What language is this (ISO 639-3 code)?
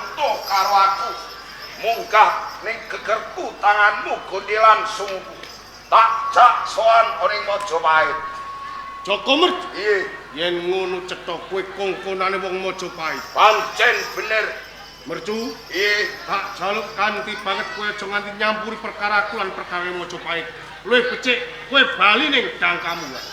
jav